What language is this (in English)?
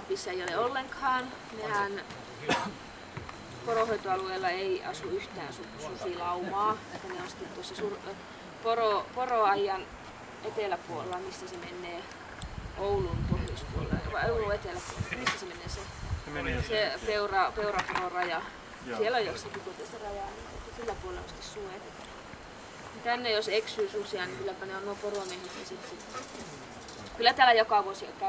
Finnish